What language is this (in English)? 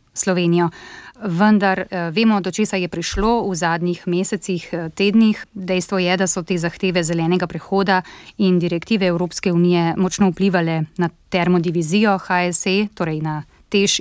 Slovenian